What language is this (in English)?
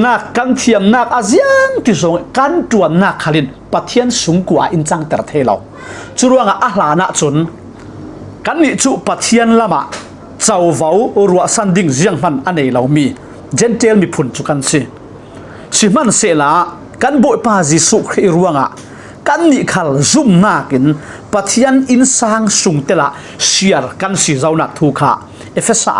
Falam Chin